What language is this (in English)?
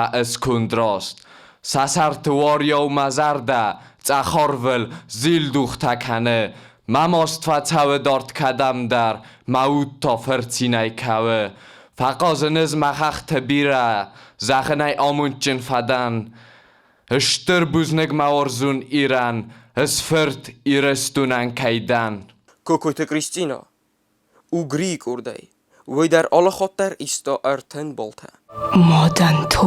Ossetic